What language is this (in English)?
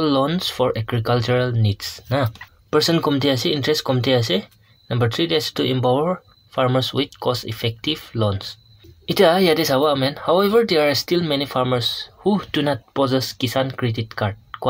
Naga Pidgin